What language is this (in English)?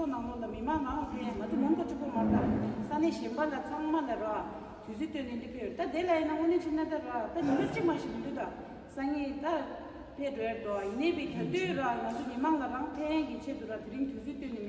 Tibetan